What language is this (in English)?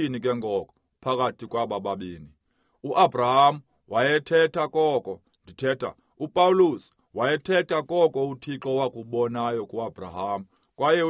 Xhosa